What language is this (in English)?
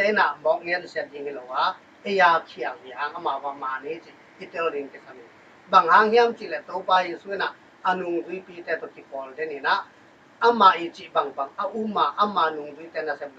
Tedim Chin